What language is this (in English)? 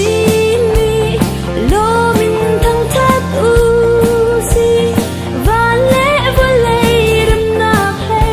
Hakha Chin